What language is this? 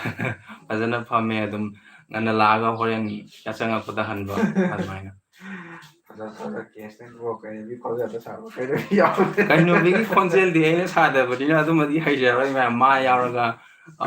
Manipuri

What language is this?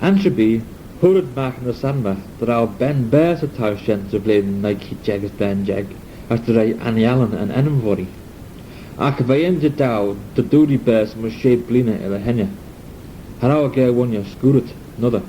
Manx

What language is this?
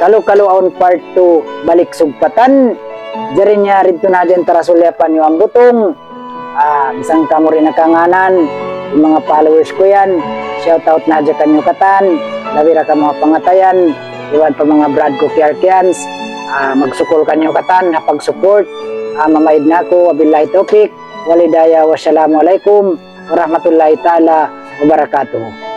Tausug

